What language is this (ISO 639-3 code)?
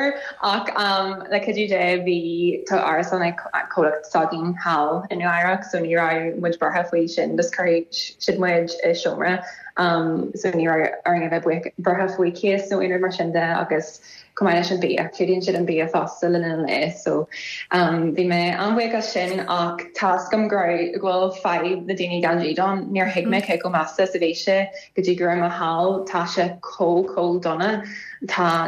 gle